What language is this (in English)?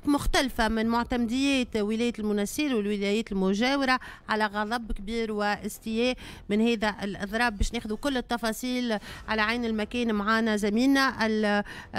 Tunisian Arabic